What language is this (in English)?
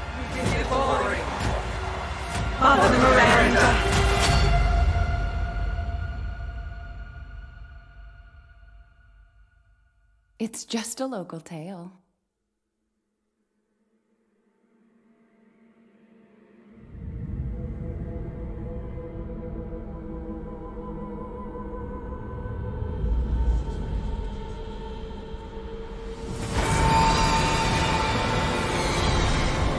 Japanese